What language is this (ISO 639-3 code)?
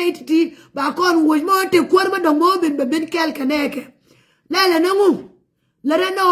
nus